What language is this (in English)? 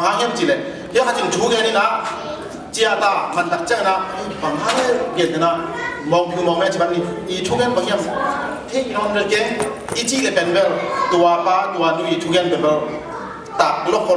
Tedim Chin